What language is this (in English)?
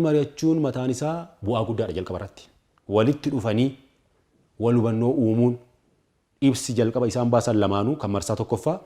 Oromo